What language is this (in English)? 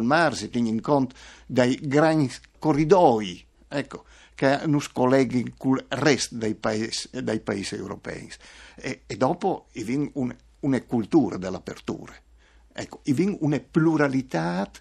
Friulian